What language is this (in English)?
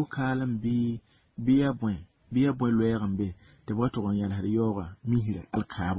Mossi